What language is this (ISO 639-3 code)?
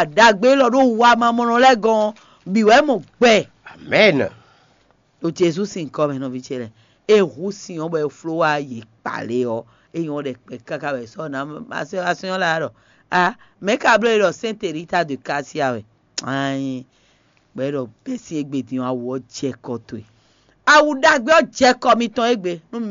fon